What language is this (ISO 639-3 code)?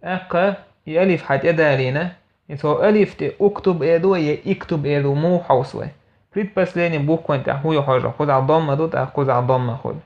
che